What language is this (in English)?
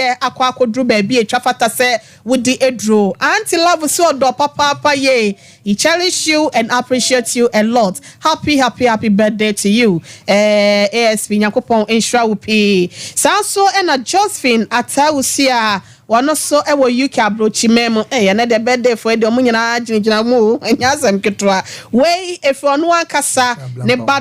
Akan